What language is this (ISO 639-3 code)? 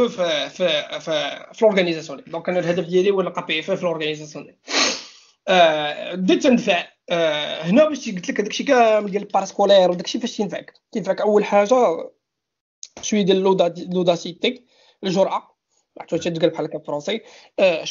ary